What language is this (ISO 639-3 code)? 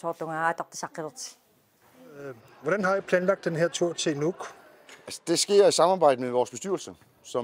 dan